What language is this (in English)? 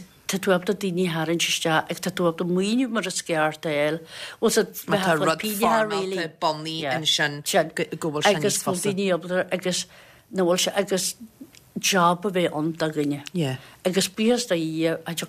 Irish